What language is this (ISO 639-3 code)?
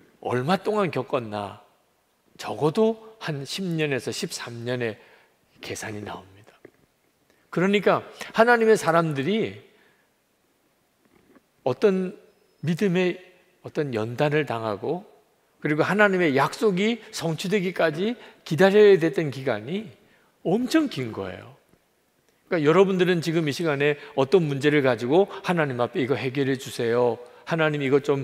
kor